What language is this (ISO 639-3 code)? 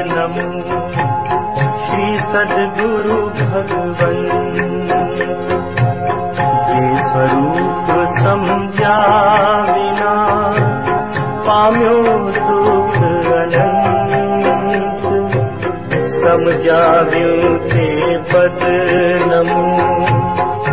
guj